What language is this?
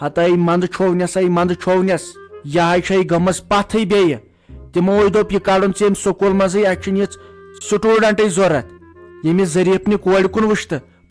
Kashmiri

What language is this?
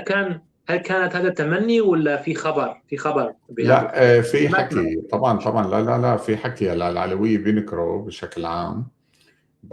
North Levantine Arabic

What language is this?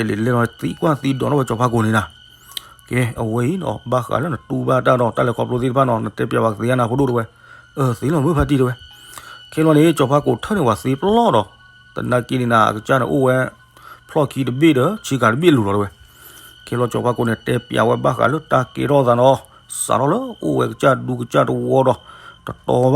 S'gaw Karen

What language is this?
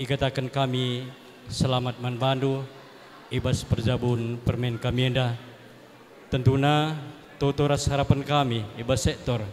Batak Karo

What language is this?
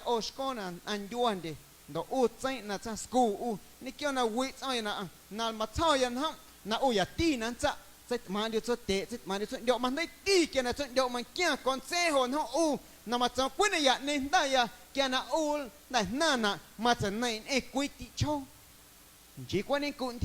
Guerrero Amuzgo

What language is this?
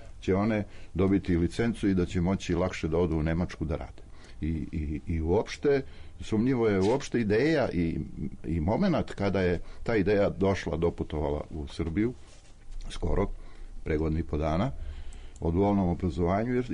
Serbian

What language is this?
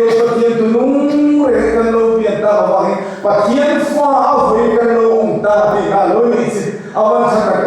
Mizo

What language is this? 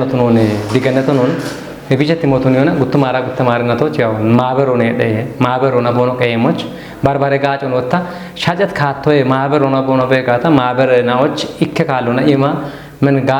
Kafa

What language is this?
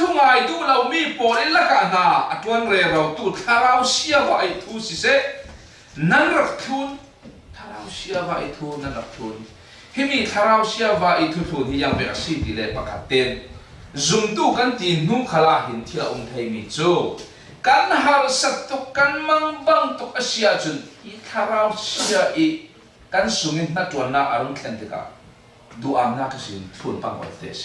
Falam Chin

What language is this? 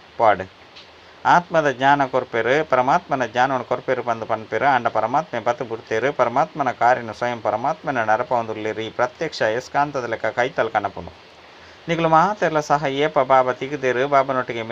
Tulu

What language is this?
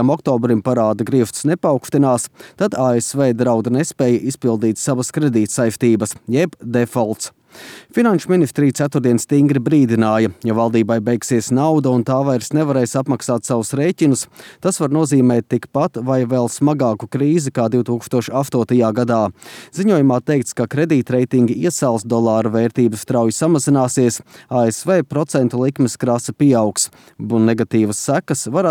Latvian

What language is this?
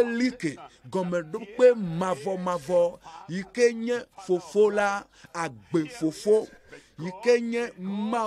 Ewe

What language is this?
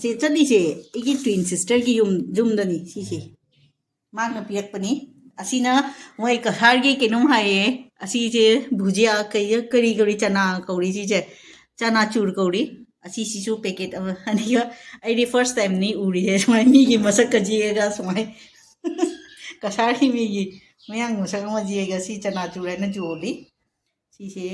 Manipuri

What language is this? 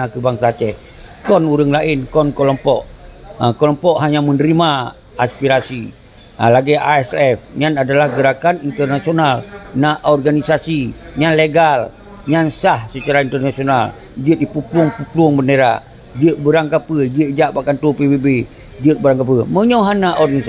Achinese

